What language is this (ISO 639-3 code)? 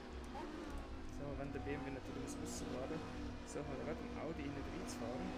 gsw